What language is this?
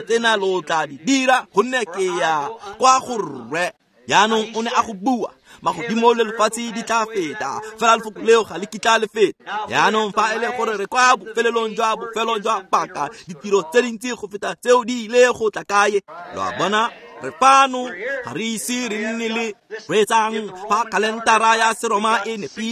Tswana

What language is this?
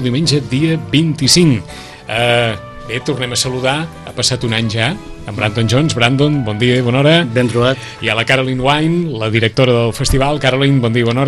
Catalan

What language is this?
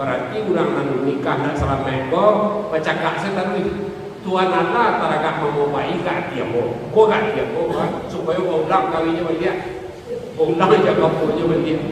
Minangkabau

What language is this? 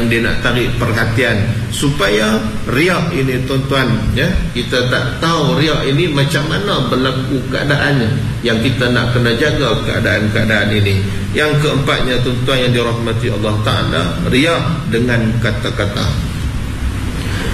Malay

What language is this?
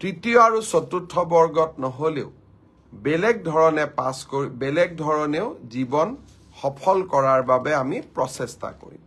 Assamese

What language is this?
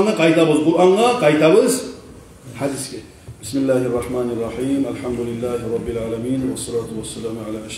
Kumyk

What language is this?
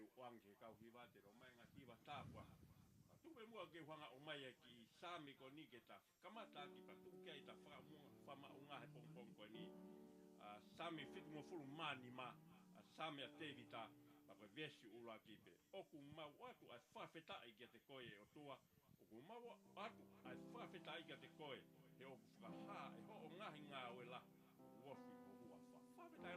Tongan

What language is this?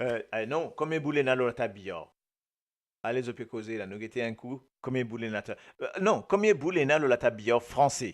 Morisyen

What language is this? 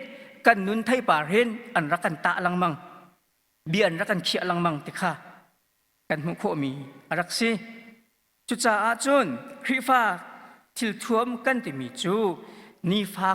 Hakha Chin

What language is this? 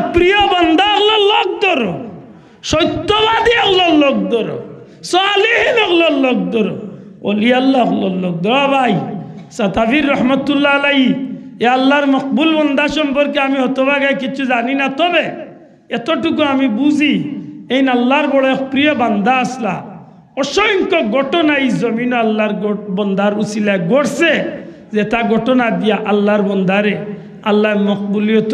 Sylheti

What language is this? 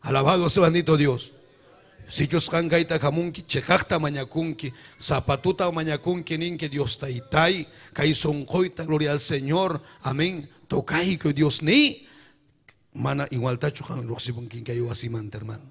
Ayacucho Quechua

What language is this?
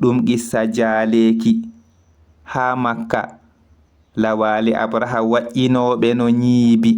Fula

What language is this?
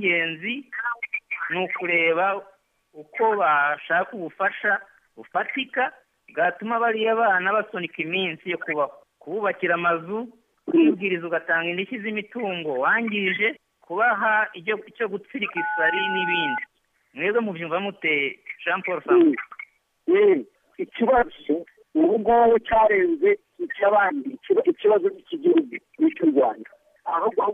Kinyarwanda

